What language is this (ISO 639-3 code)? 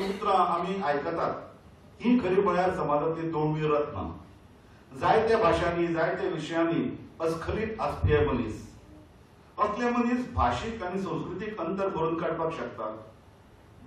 kok